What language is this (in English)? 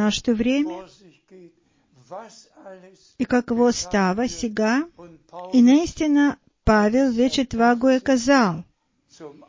Bulgarian